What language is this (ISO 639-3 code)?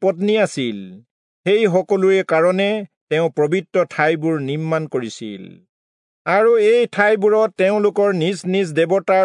asm